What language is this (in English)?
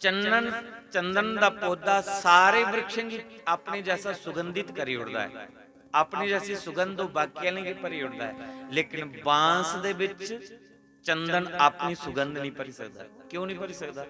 Dogri